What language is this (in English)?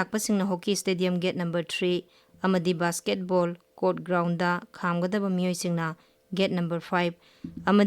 Manipuri